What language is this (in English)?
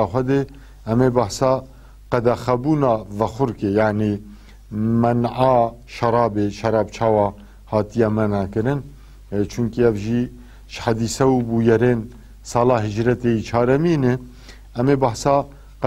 Kurdish